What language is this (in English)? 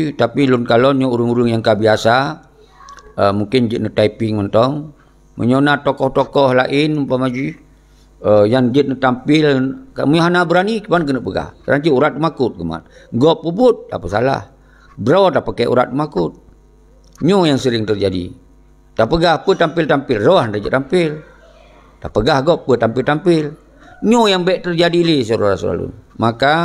Achinese